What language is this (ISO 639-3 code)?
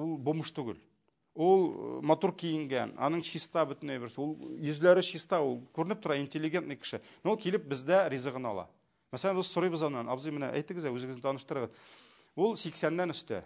tat